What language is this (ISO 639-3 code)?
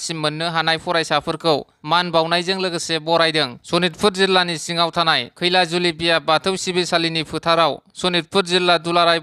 brx